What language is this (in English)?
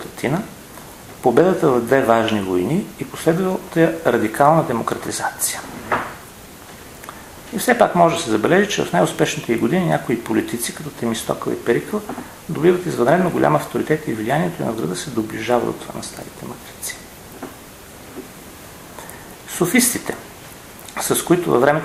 Bulgarian